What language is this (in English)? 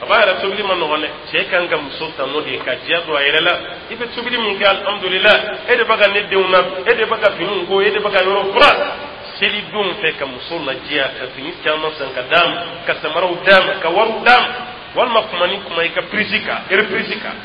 Dyula